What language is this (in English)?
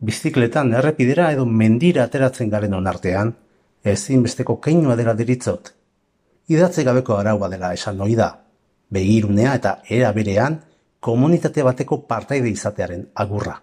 Basque